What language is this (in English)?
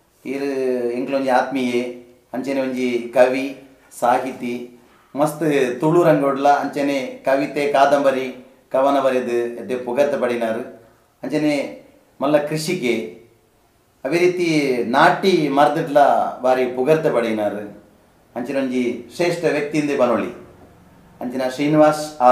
Tulu